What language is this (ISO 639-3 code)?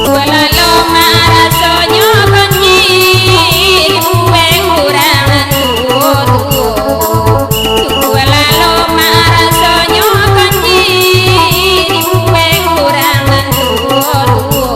min